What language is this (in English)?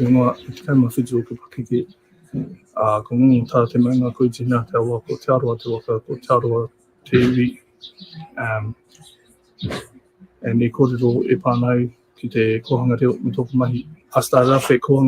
Māori